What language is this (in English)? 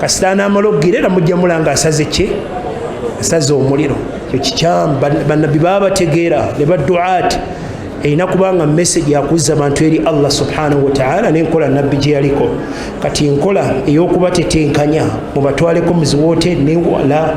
Ganda